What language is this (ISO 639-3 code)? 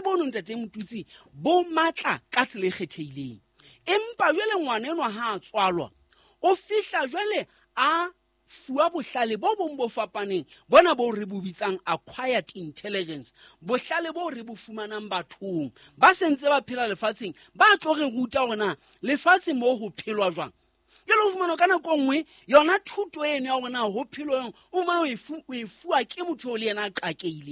sot